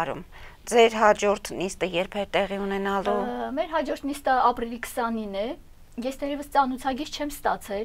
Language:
Armenian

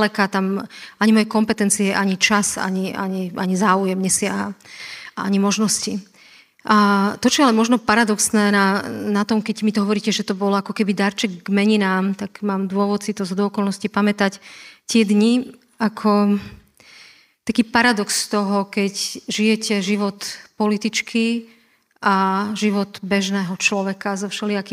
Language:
Slovak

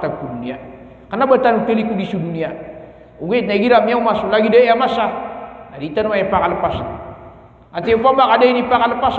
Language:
Maranao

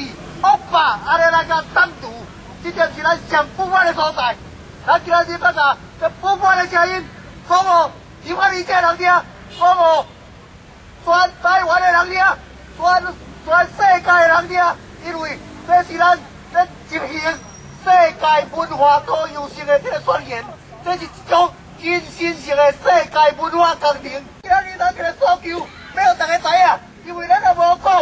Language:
Min Nan Chinese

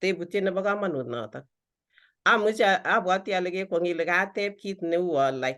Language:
Kalenjin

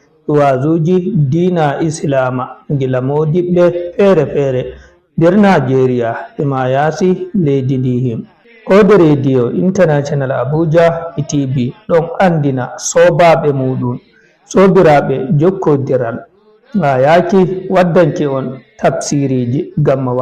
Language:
Fula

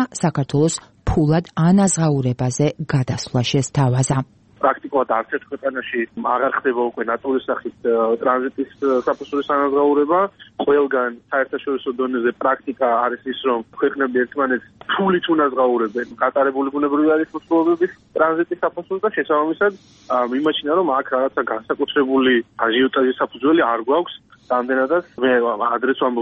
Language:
Georgian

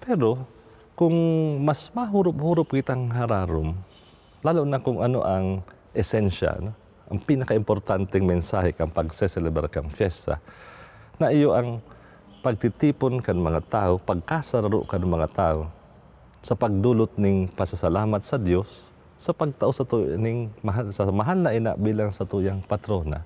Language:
Bikol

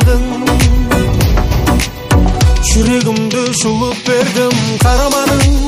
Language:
Kazakh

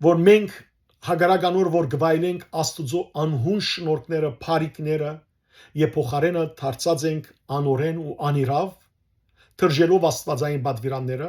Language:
Western Armenian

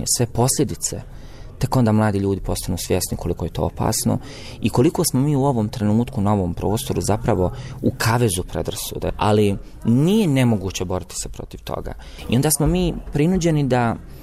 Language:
Bosnian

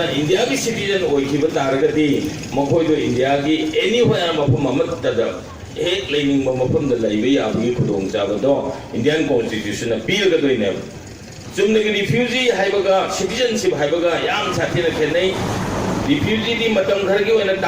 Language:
Manipuri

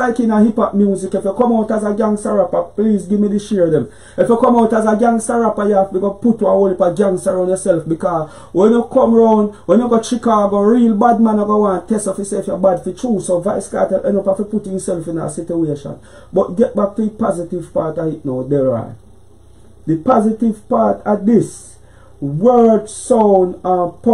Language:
Jamaican Creole English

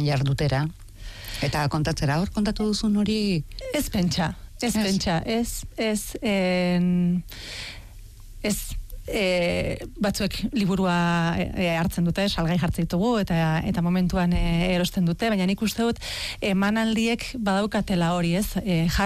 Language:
Basque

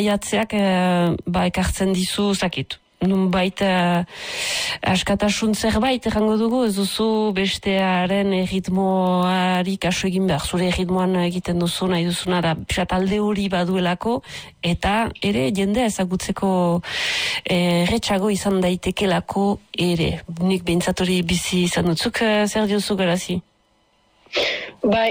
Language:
Basque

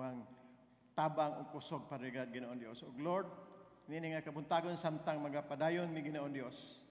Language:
Cebuano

